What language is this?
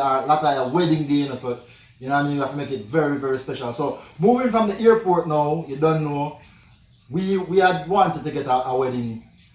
Jamaican Creole English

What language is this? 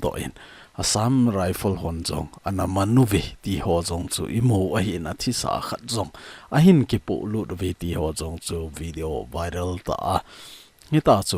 Thado Chin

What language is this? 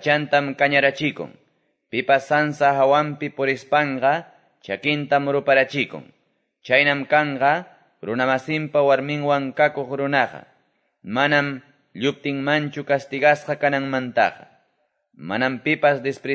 Quechua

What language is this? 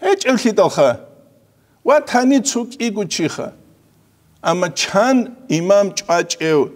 Avaric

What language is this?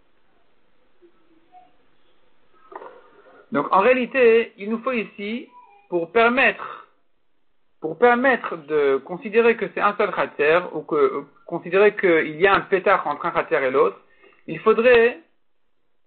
French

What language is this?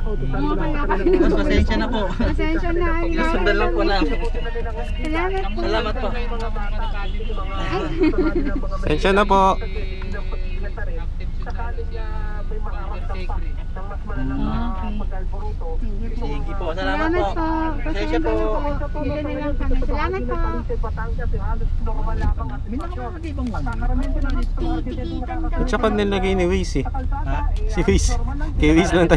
Filipino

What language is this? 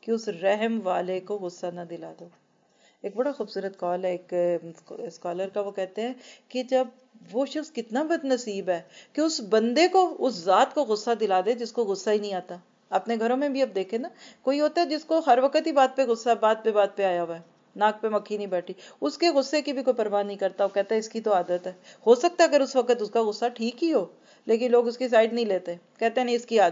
Urdu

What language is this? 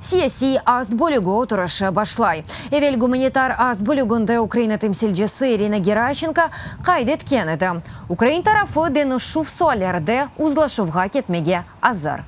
Crimean Tatar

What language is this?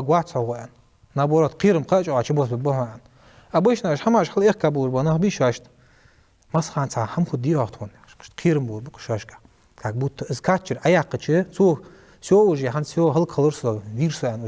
Ingush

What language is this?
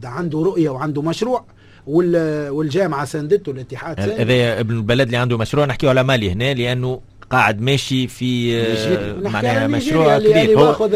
Tunisian Arabic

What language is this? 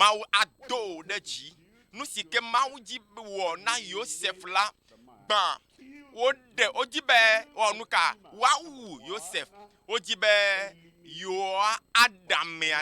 Ewe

